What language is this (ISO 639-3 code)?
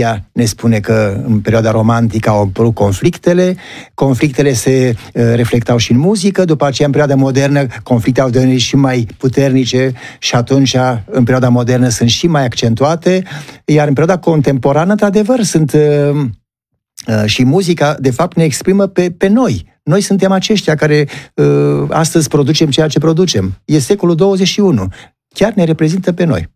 ron